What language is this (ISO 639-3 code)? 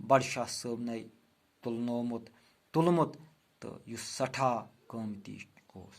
kas